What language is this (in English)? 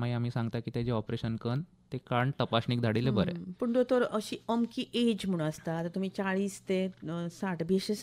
Konkani